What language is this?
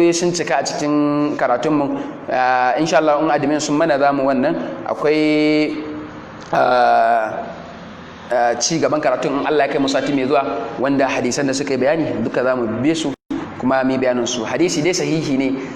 Hausa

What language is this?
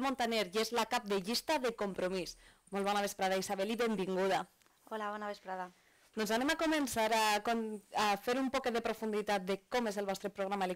Catalan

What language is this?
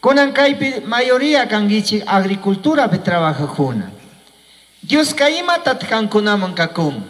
Chimborazo Highland Quichua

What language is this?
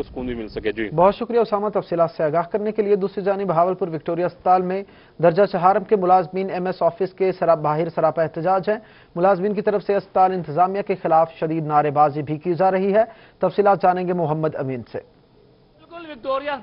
Urdu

